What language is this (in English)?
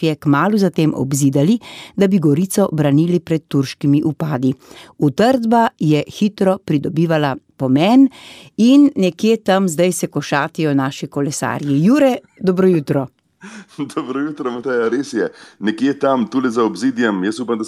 Slovenian